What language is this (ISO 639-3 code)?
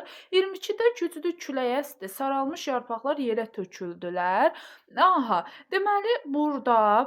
aze